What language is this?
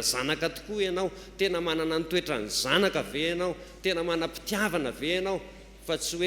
Malagasy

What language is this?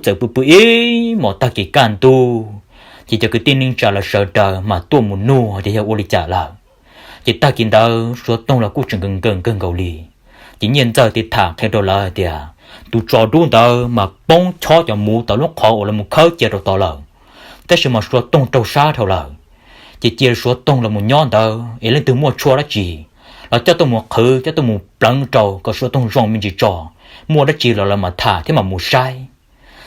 Hmong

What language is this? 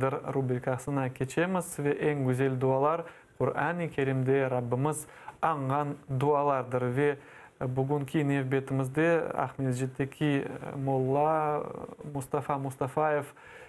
Crimean Tatar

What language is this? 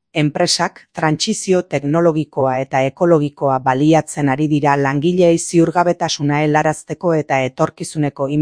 Basque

